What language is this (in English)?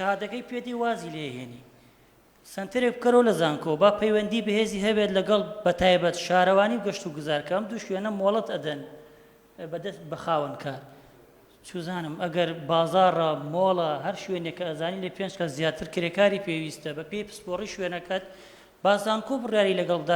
Central Kurdish